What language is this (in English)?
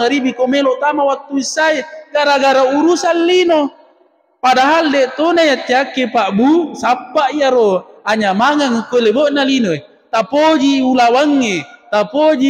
Buginese